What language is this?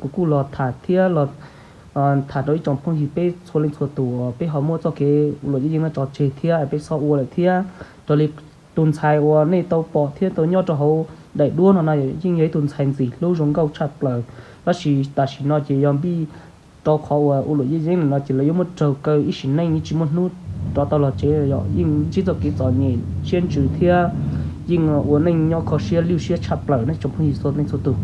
Hmong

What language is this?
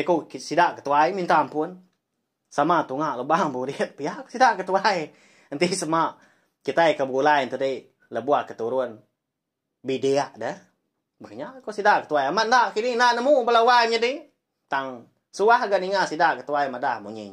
Iban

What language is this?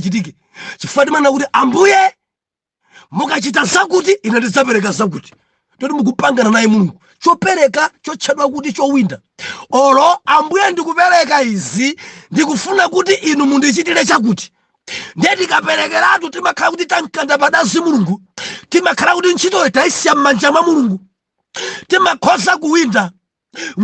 Nyanja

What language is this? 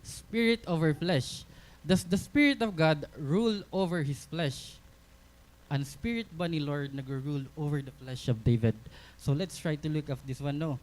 Waray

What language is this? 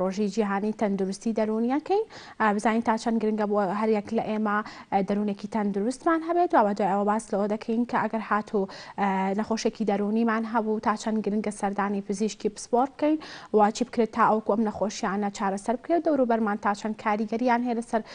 Central Kurdish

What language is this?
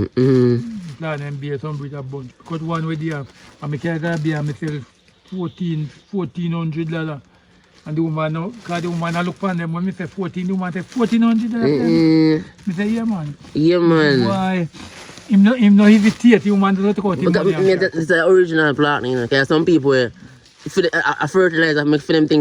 Jamaican Creole English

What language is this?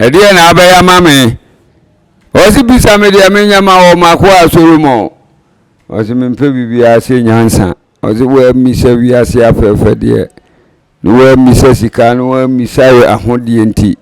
Akan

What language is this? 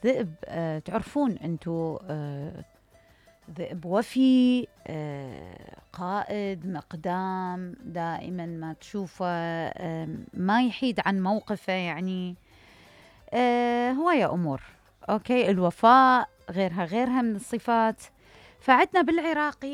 Mesopotamian Arabic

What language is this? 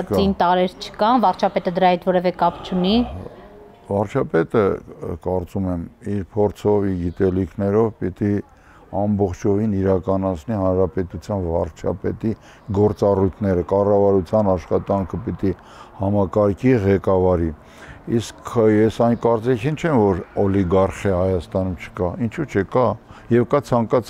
Armenian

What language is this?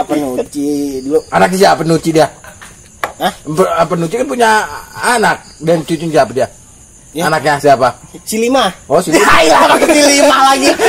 Betawi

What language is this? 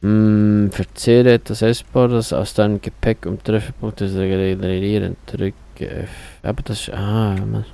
Swiss German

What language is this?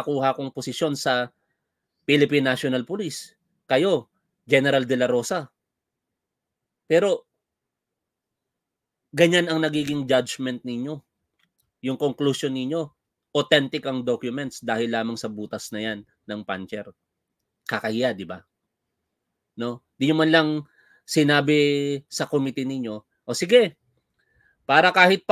Filipino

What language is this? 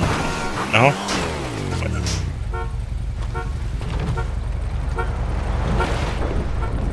Hungarian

